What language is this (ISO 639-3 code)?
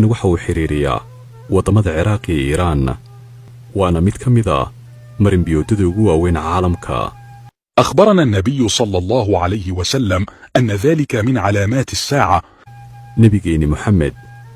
som